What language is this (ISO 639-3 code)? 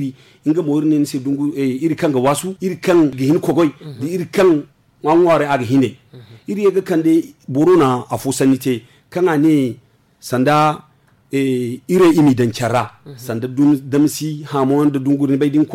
dje